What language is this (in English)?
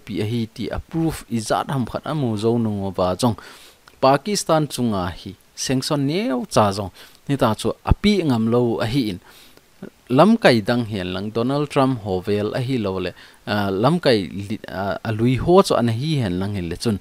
Thado Chin